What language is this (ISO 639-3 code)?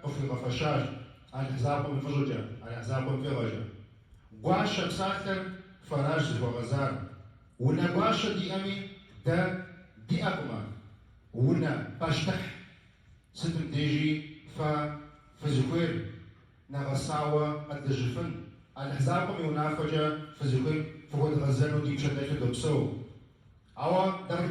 kbd